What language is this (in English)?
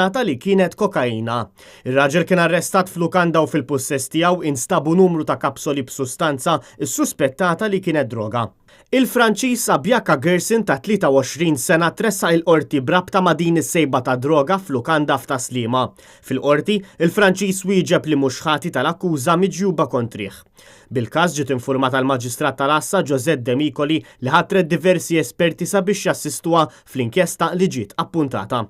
Maltese